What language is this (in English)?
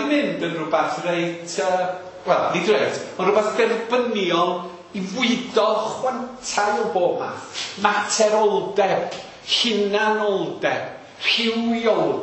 Welsh